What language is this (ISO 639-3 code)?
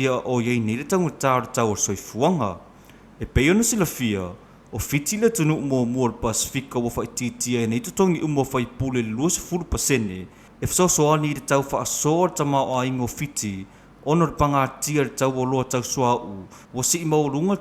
smo